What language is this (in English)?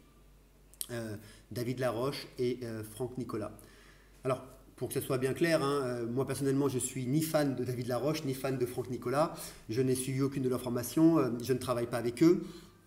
French